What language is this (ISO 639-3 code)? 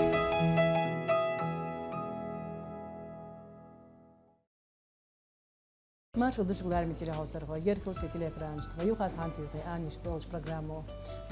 che